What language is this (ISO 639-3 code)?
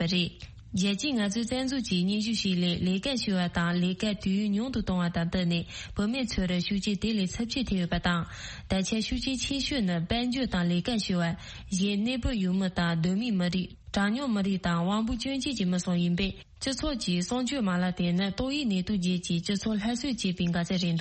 bod